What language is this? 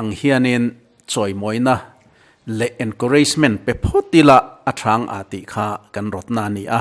Mizo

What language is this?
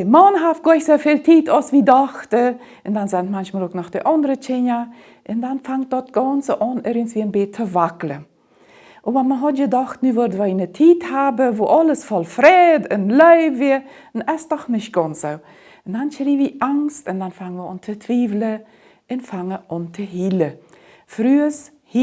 Plautdietsch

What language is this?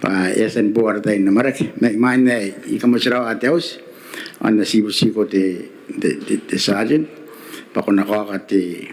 Gilbertese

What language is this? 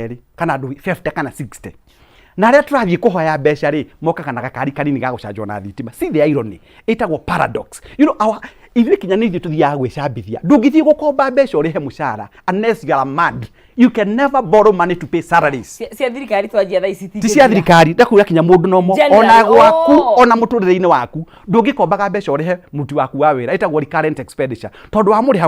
Kikuyu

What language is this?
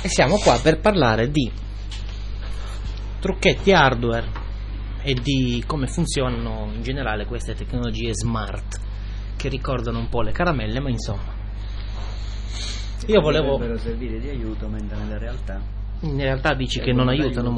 Italian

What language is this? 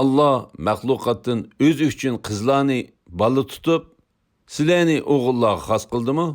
Uyghur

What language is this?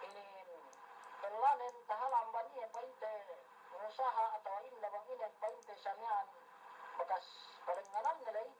Yakan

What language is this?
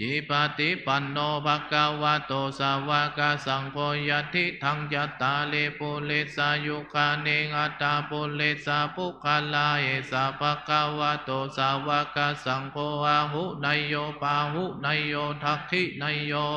Pali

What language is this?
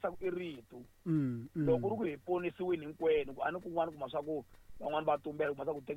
Tsonga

